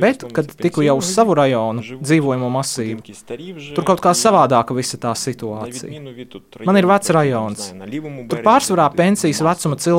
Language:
Latvian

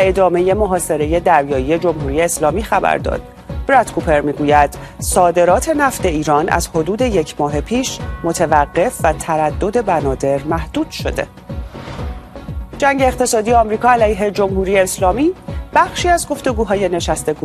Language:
Persian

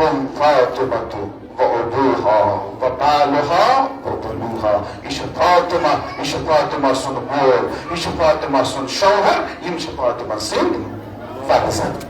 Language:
Kashmiri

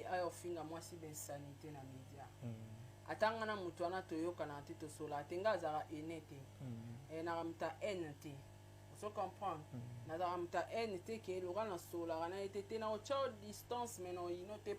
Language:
Lingala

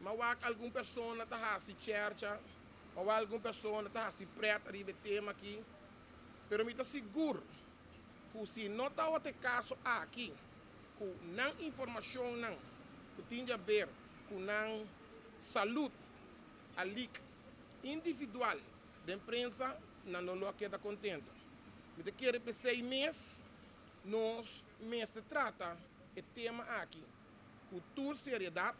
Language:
Papiamento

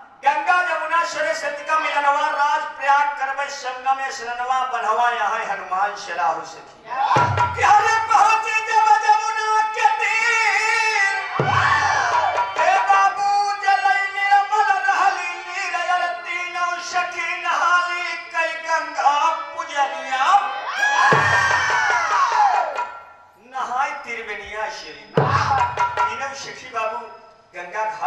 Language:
Bhojpuri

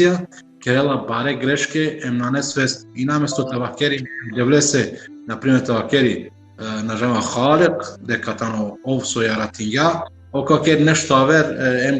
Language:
Balkan Romani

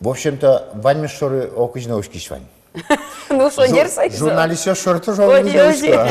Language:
Udmurt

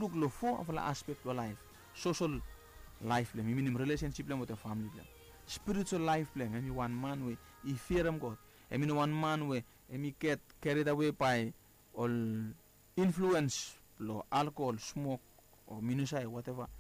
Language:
Bislama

